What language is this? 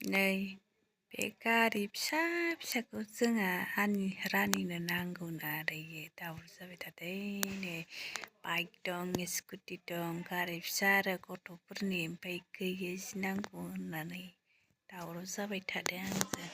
Bodo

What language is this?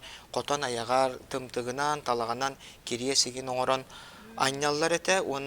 Yakut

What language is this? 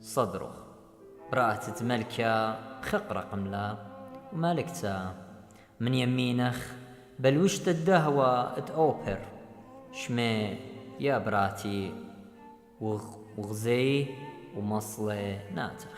Assyrian Neo-Aramaic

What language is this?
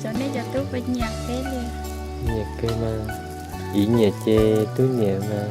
Hmong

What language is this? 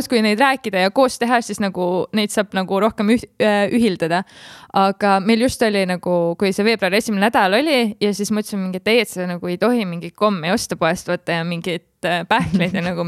Estonian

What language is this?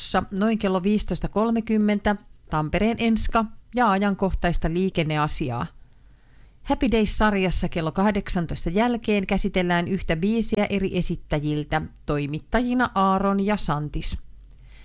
Finnish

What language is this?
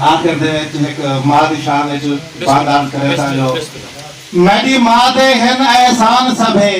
Saraiki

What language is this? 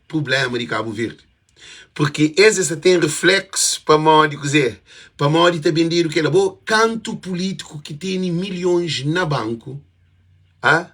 Kabuverdianu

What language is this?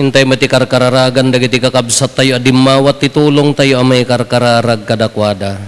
Iloko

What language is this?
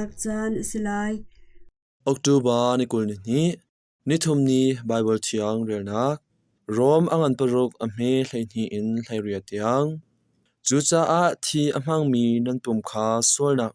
Hakha Chin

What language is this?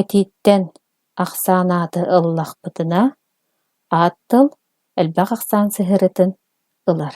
Yakut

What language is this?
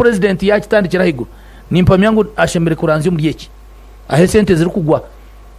Nyankole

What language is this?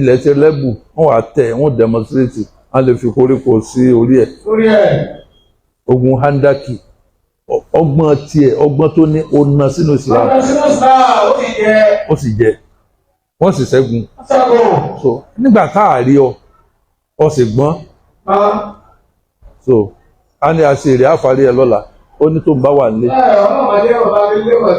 Yoruba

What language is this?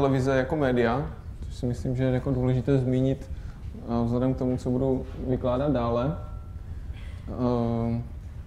Czech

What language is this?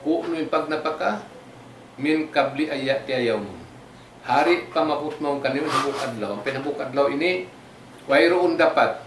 Tausug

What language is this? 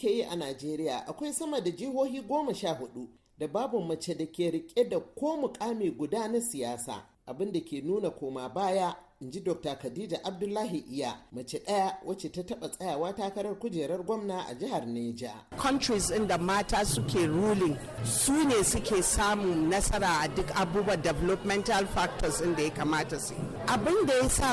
Hausa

